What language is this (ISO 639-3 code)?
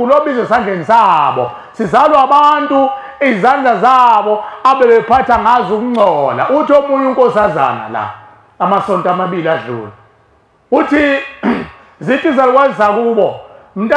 zul